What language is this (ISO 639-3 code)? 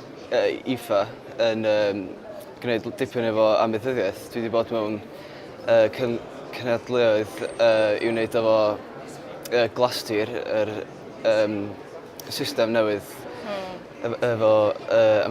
cym